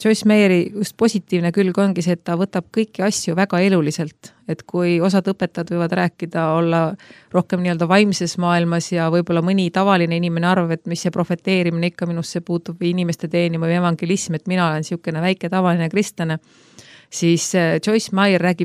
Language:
Estonian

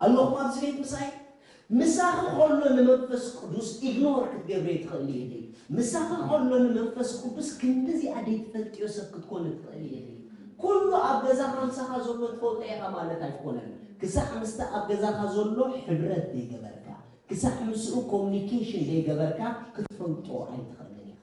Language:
Tigrinya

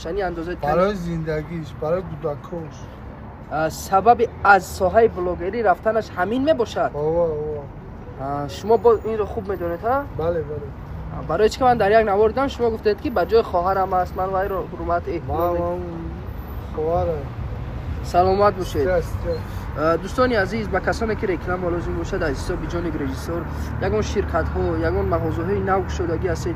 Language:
Tajik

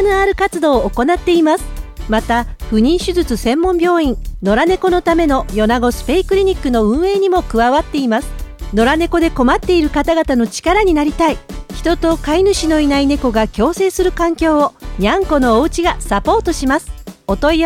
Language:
Japanese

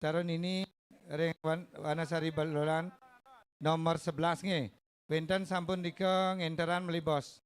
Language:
Balinese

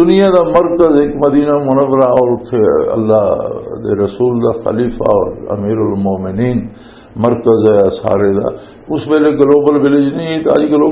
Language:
Western Panjabi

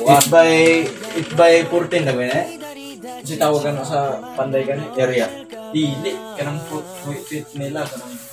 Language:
Cebuano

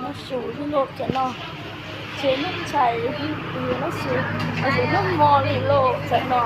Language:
Hmong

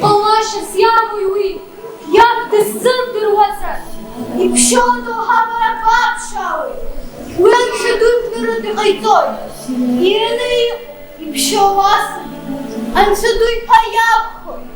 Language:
Abkhazian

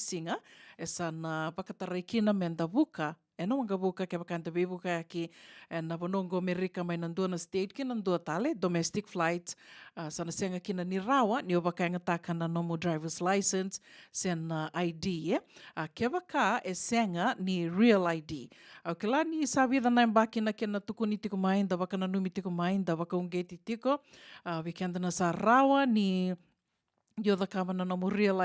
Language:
Fijian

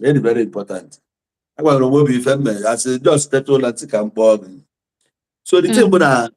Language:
Igbo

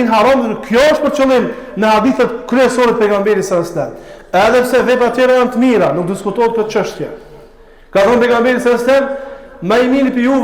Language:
Albanian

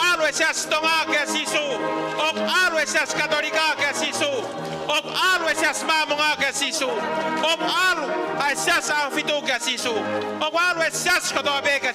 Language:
Tongan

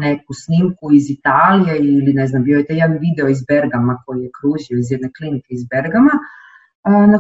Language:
Croatian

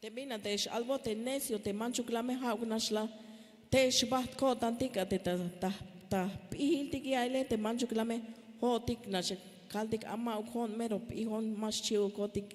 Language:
Tzeltal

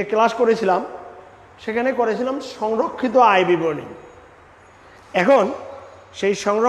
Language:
Bangla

